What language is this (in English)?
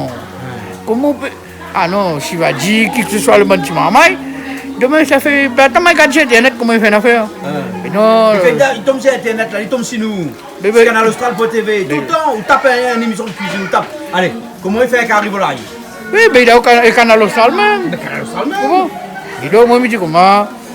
Réunion Creole French